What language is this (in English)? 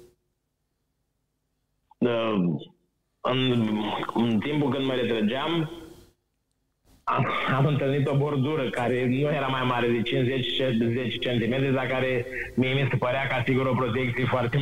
Romanian